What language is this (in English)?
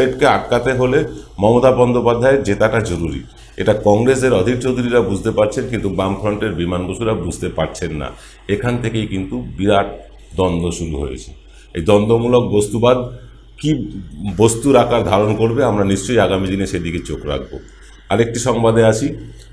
Bangla